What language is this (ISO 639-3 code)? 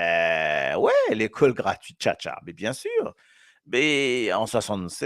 mfe